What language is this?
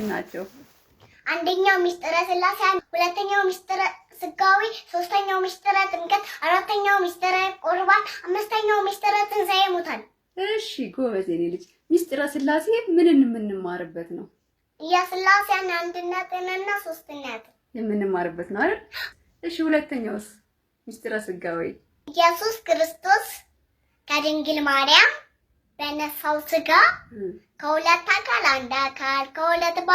Amharic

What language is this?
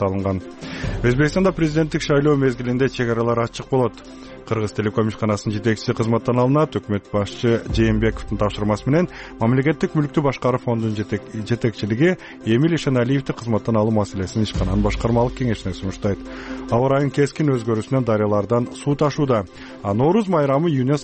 Kyrgyz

